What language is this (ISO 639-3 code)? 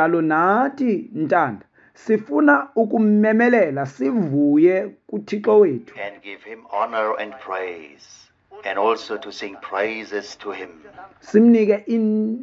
xho